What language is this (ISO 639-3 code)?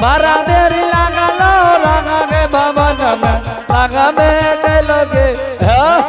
anp